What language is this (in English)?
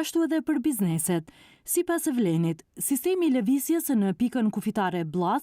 Albanian